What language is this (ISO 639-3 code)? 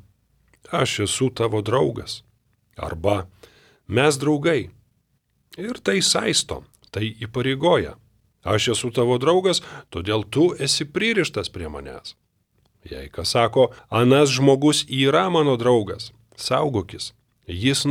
lit